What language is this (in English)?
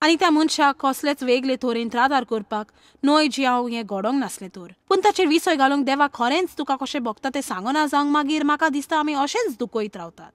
Konkani